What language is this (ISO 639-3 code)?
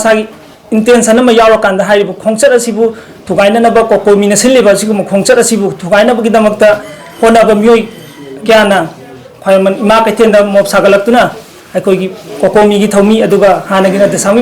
mni